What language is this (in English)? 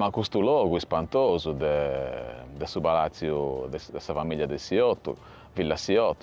Sardinian